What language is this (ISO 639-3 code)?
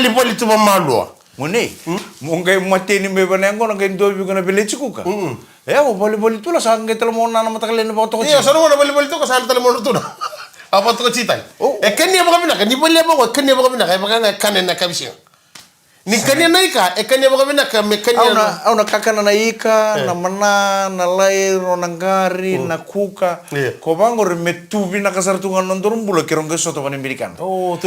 fij